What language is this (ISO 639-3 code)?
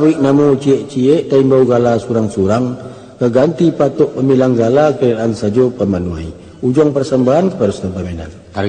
min